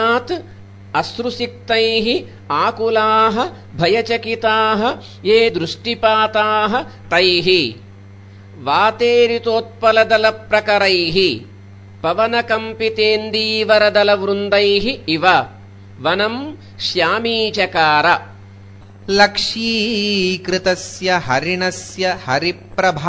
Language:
Sanskrit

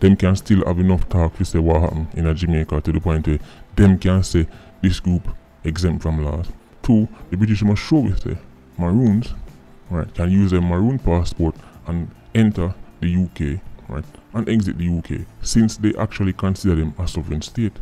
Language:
Jamaican Creole English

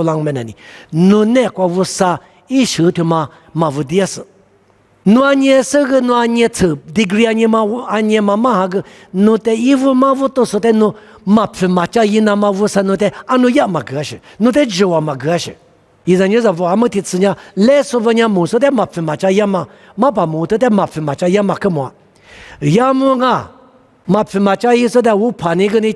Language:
Lisu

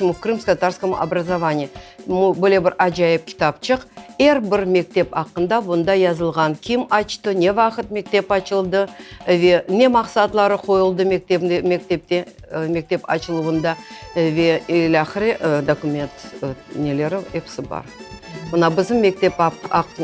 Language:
Crimean Tatar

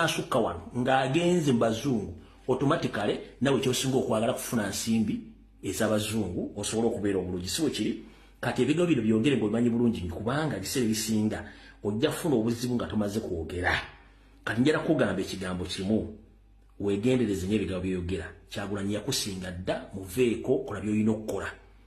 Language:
Ganda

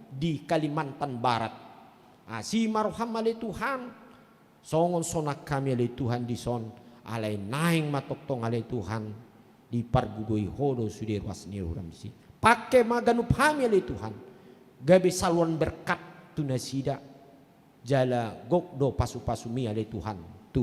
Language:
Batak Toba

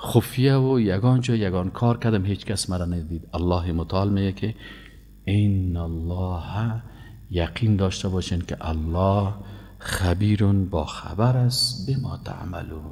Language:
Persian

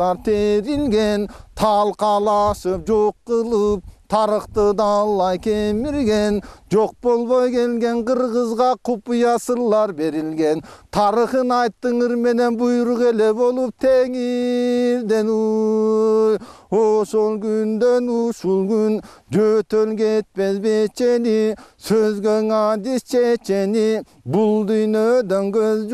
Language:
Kyrgyz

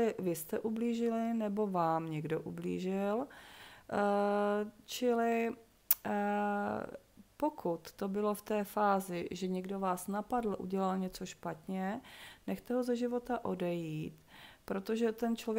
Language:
Czech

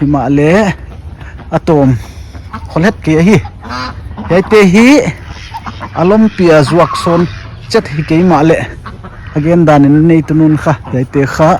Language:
Paite Chin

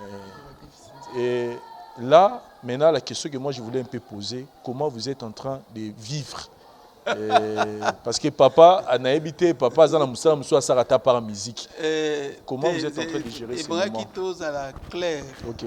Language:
Lingala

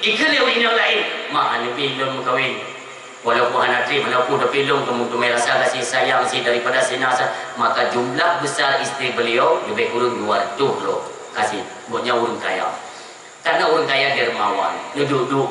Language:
Achinese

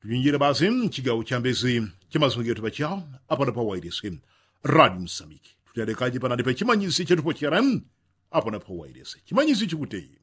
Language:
Yao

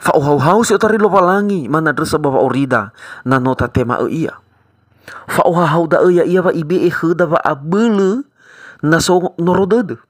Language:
Nias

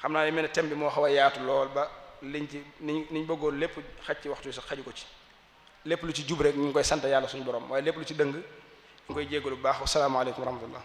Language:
Wolof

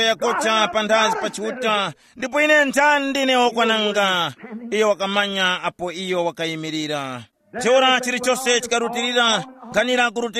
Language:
Tumbuka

